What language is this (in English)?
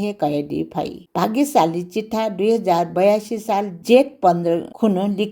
Newari